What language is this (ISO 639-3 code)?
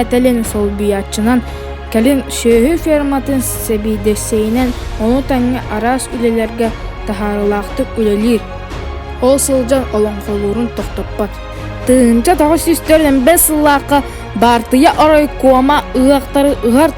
sah